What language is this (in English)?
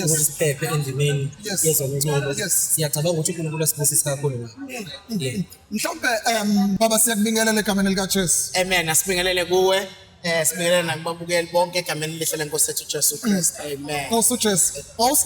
Zulu